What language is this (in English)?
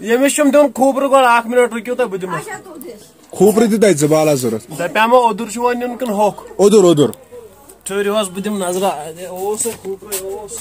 Kashmiri